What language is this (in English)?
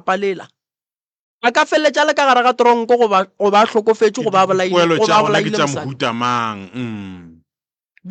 Northern Sotho